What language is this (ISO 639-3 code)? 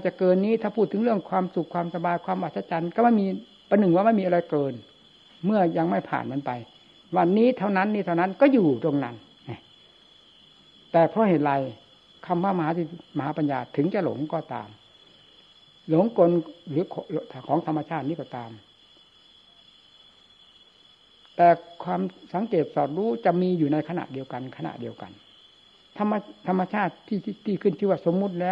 tha